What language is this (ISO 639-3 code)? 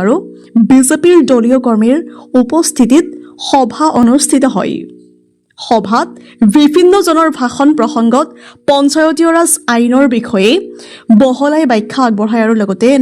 asm